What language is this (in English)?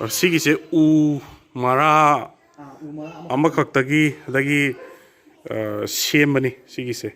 Manipuri